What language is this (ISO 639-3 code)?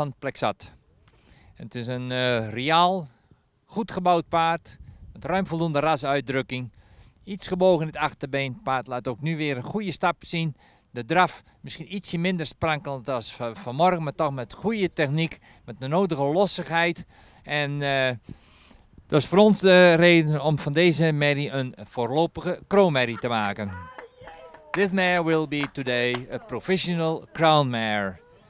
nld